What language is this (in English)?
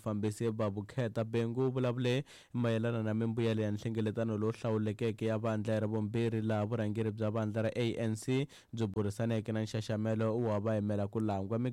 Tsonga